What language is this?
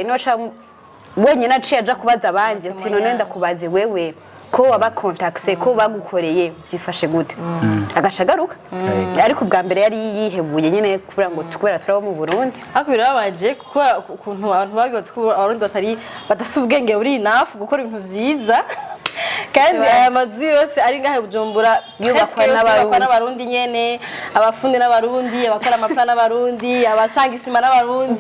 Rundi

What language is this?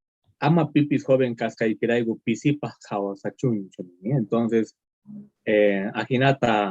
Quechua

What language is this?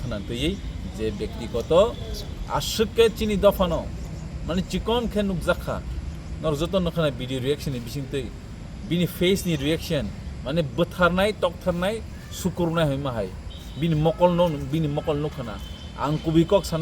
Kok Borok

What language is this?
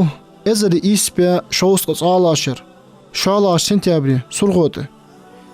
Ingush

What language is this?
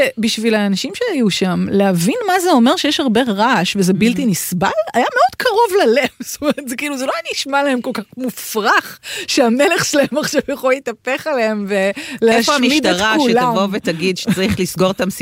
Hebrew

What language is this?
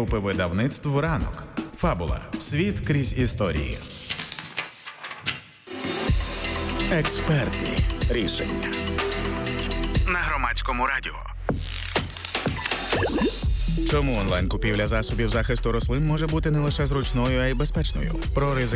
Ukrainian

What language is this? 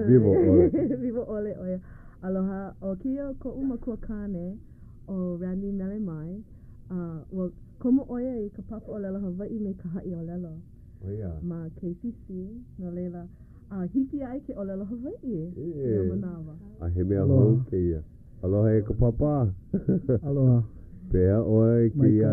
Hawaiian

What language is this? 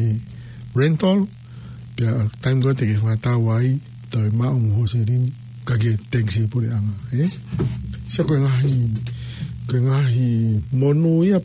Tongan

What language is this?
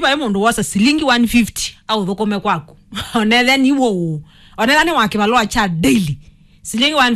Kamba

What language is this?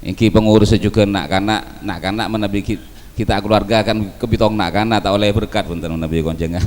Madurese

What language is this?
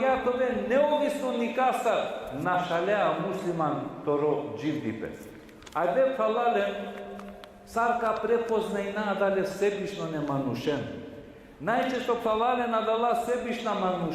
Balkan Romani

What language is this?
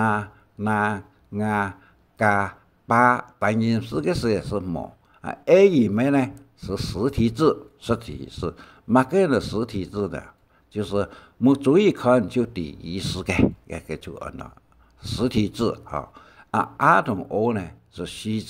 Hakka Chinese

